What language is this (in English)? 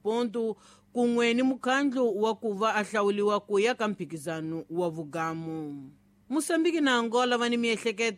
Tsonga